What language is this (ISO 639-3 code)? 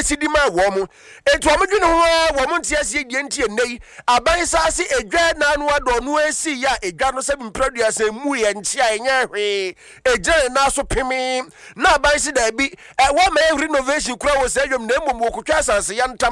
aka